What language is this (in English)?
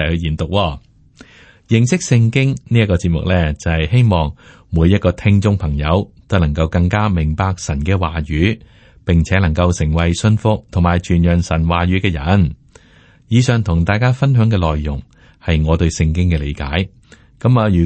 Cantonese